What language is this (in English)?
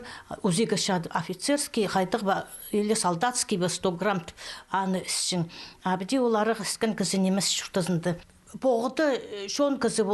Khakas